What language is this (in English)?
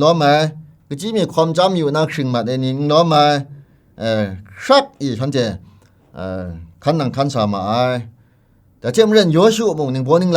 Kachin